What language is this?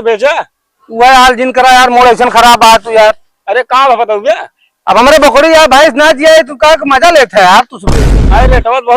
Awadhi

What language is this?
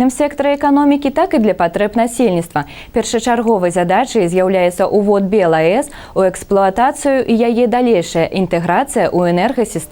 Belarusian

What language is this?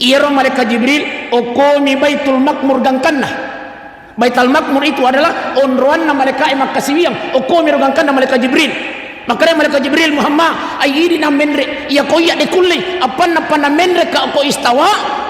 Buginese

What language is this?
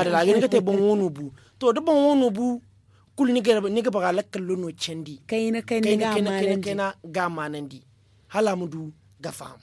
Zarma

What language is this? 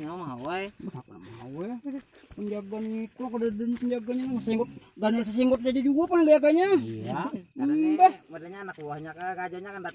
Banjar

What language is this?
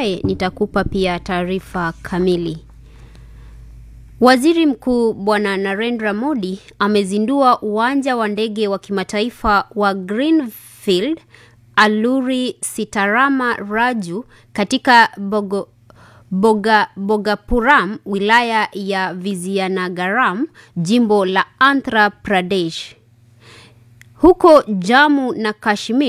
Swahili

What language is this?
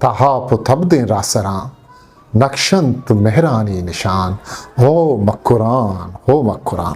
Eastern Balochi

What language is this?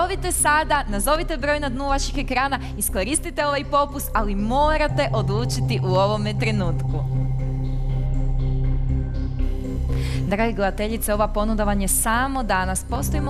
Croatian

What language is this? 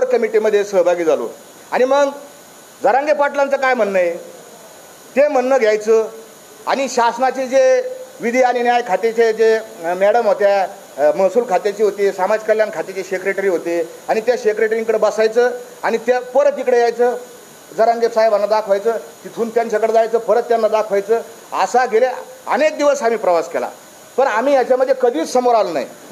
Marathi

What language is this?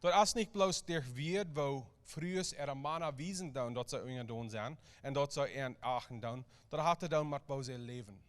Plautdietsch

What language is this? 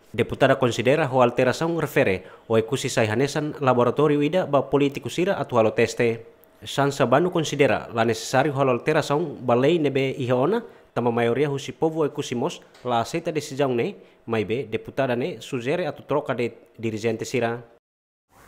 Tetum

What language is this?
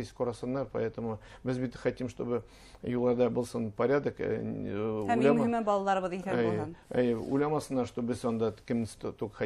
Bashkir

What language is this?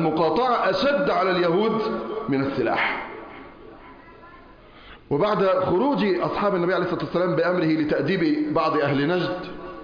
Arabic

